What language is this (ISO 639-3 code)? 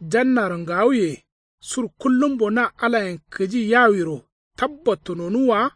kau